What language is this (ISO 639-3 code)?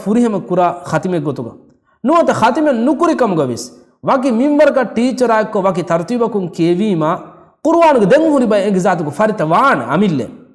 div